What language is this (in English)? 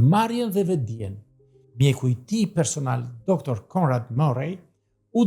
Albanian